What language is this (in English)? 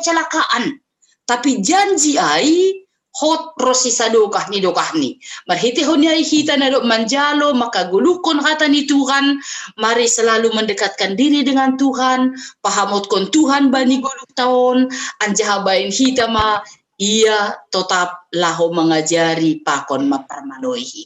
Batak Simalungun